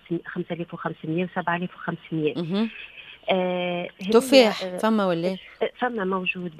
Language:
Tunisian Arabic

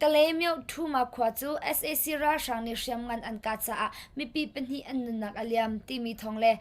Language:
Hakha Chin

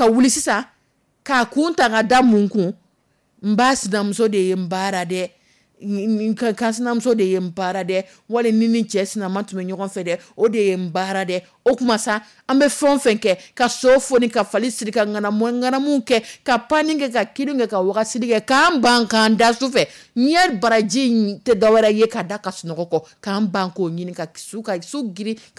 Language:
Dyula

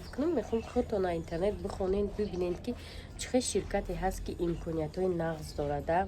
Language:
Tajik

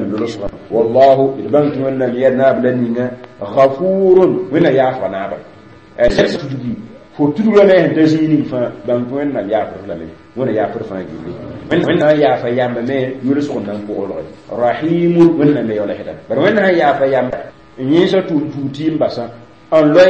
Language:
Mossi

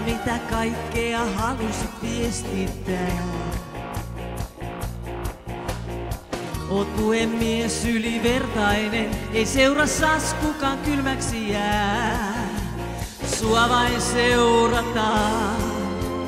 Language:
Finnish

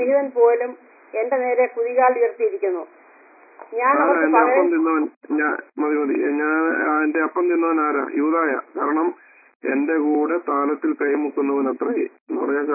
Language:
Malayalam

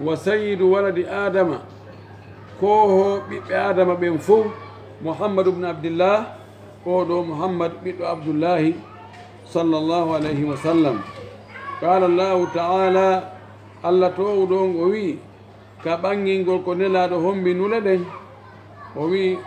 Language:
Fula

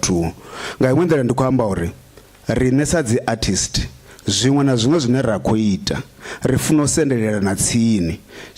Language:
Venda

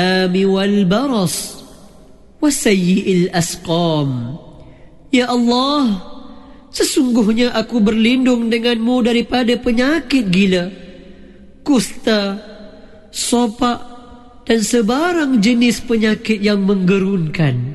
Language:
Malay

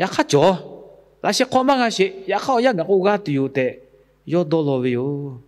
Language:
Lahu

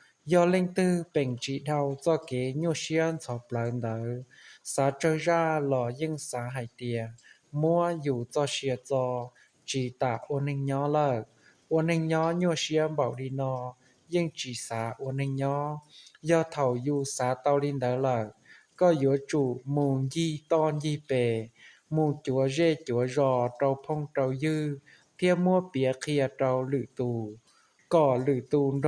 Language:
Hmong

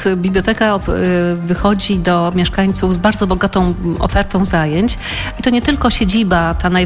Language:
Polish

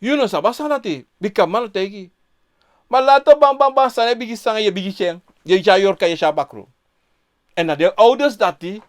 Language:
Sranan Tongo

